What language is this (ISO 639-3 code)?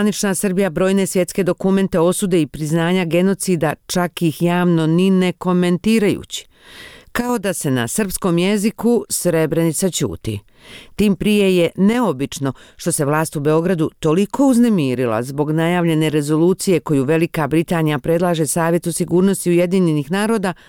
bos